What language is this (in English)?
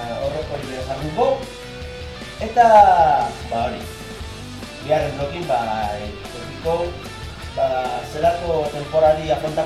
Basque